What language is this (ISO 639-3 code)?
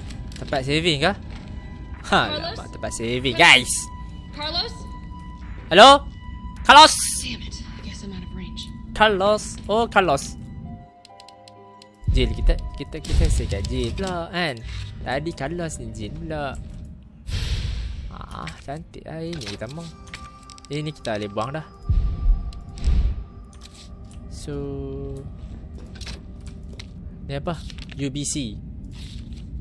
msa